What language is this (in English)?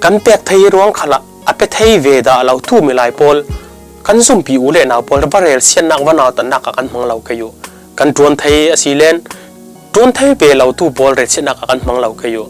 Falam Chin